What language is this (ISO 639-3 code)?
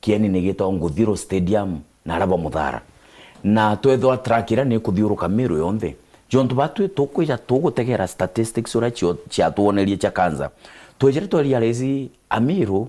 mer